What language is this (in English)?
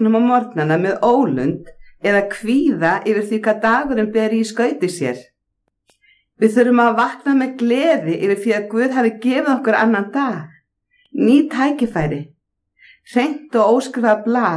Icelandic